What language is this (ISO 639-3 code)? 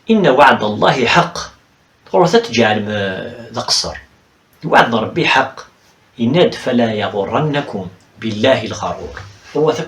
kab